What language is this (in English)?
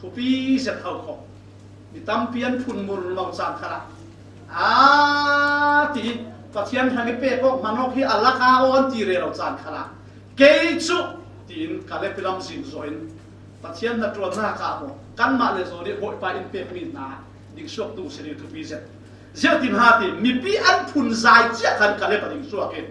Falam Chin